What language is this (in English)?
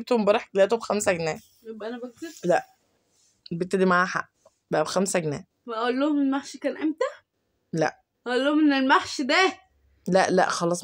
Egyptian Arabic